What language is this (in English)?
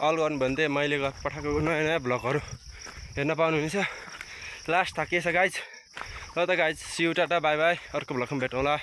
Nepali